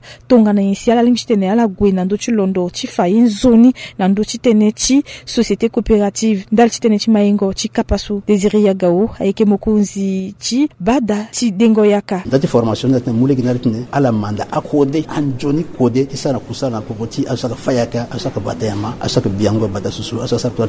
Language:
Sango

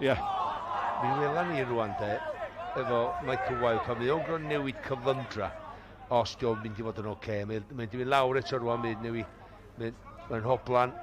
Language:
Welsh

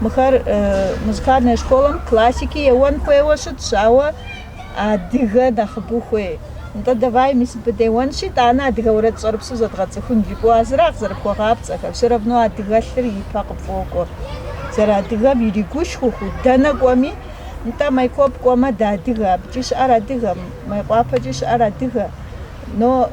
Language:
Kabardian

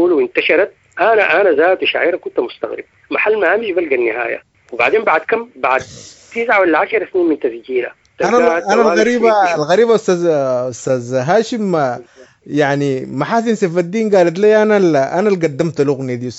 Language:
Sudanese Arabic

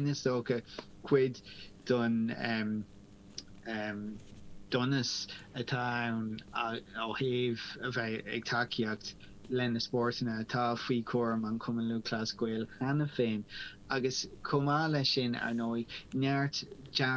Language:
Irish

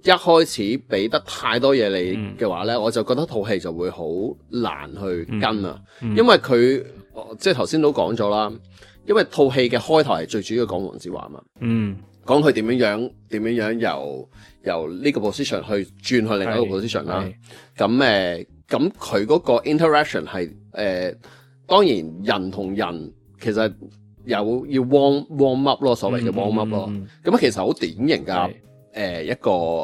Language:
Cantonese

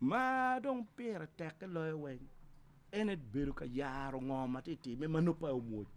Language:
Acoli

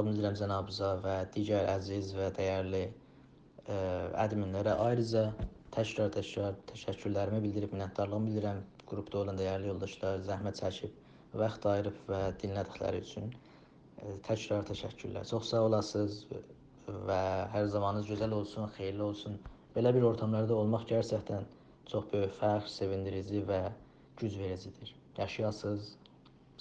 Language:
South Azerbaijani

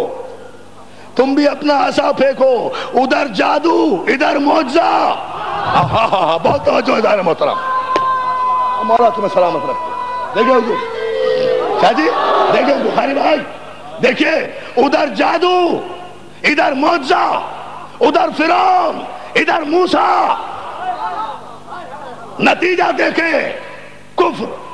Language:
Urdu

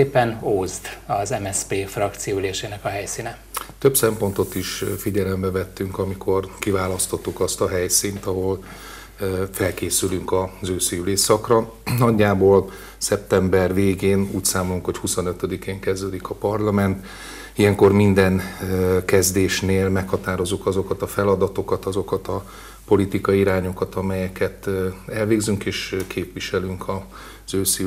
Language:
Hungarian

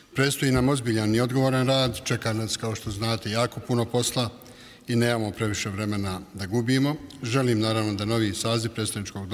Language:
Bosnian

